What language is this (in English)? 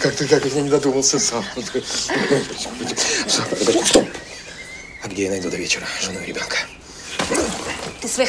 Russian